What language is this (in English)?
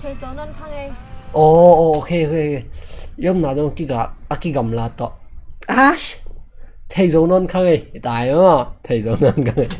Tedim Chin